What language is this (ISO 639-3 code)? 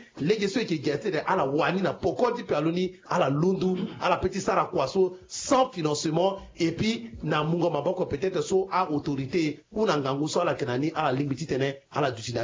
sag